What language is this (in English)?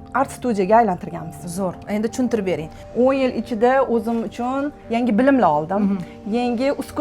Uzbek